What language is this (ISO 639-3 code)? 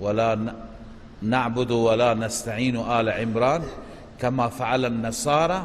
fas